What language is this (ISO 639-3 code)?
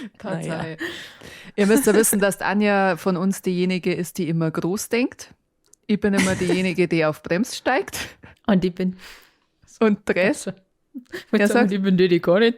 bar